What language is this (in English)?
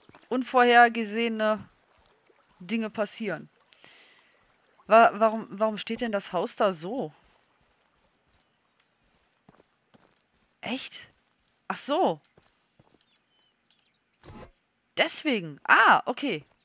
German